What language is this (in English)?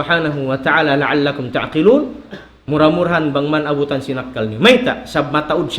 Tausug